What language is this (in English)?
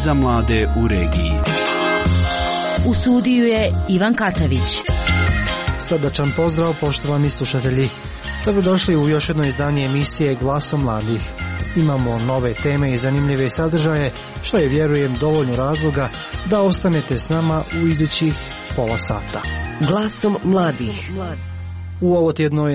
Croatian